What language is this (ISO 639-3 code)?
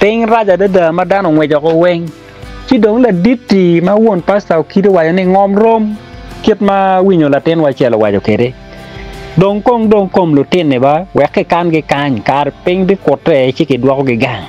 ach